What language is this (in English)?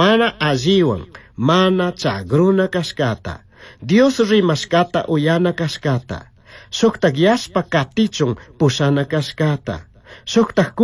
Chimborazo Highland Quichua